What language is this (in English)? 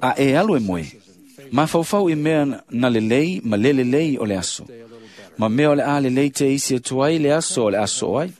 Samoan